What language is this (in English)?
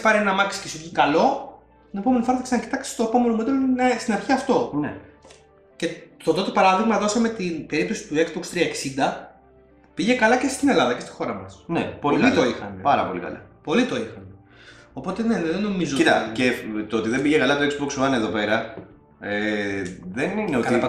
Greek